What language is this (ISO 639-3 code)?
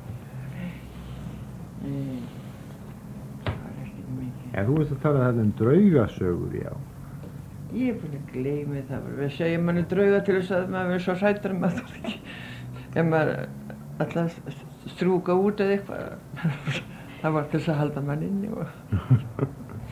isl